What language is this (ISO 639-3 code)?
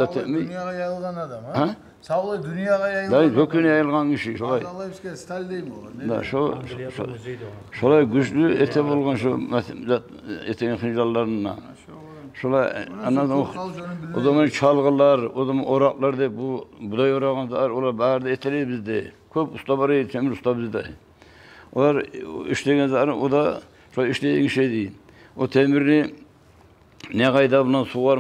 kum